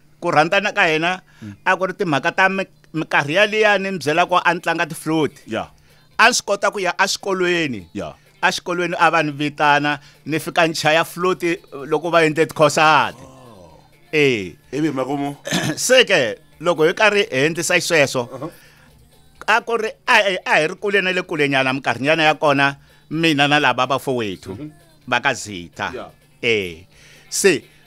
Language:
Tsonga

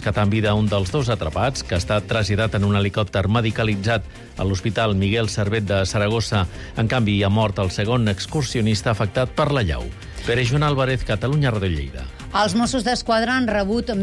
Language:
Catalan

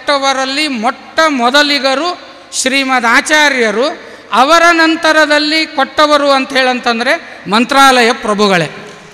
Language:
Kannada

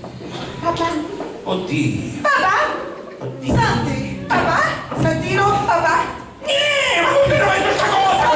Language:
Sicilian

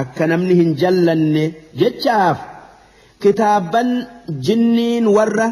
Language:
Oromo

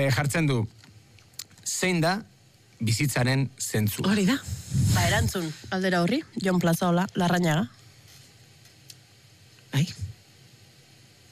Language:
Basque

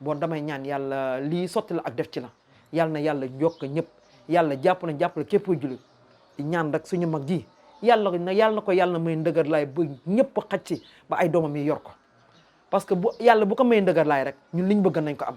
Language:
Wolof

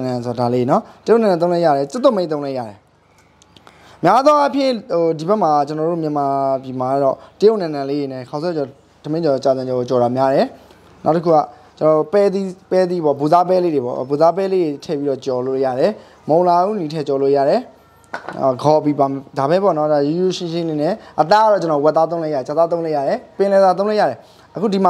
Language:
Burmese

